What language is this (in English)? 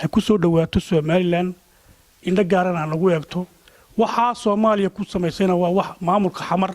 Somali